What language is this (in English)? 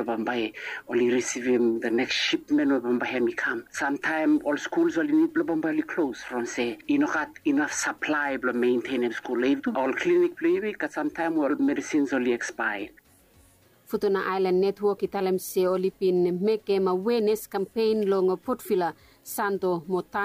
Bislama